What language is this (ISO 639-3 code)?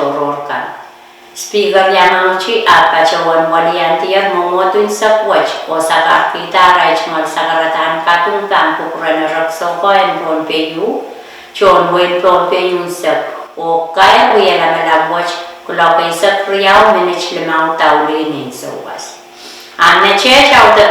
pon